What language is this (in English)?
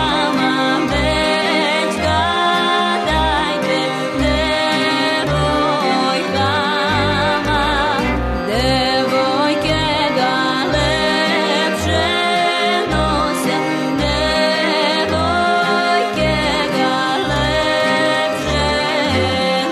Serbian